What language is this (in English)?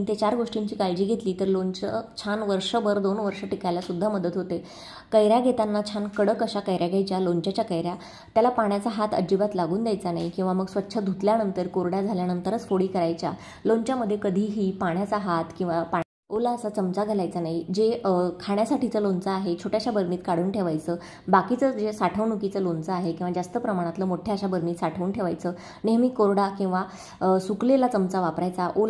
Marathi